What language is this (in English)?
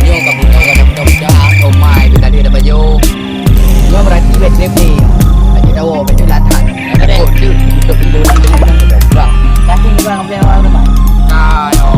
Achinese